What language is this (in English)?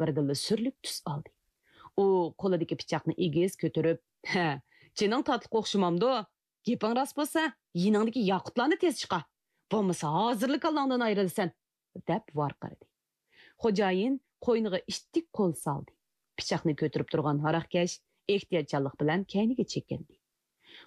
Uyghur